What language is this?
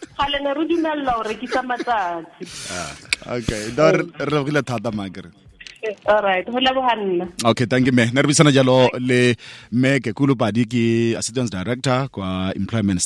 Southern Sotho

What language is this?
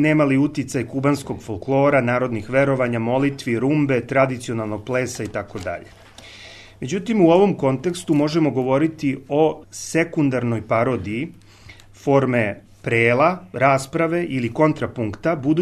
Serbian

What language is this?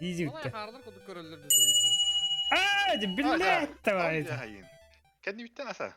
Yakut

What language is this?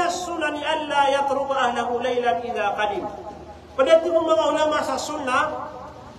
Maranao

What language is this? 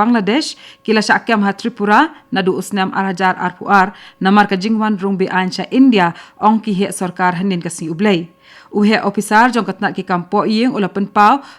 Khasi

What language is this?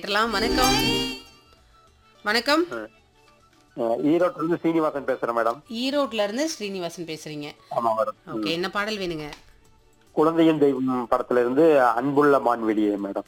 Tamil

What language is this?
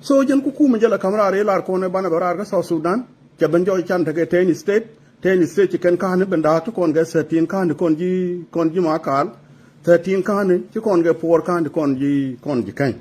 Nuer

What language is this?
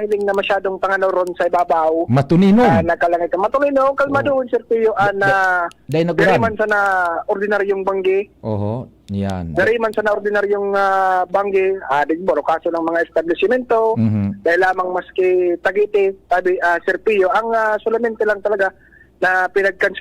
Bikol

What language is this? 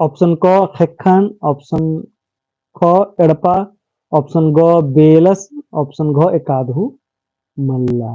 Kurukh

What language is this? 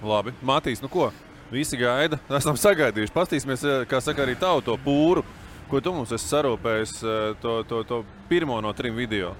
Latvian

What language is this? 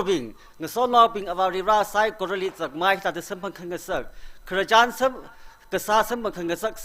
Tangkhul Naga (India)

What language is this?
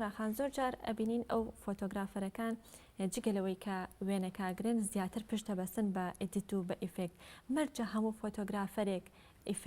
Central Kurdish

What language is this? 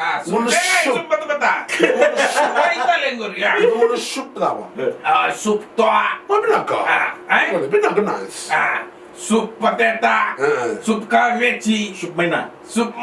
Fijian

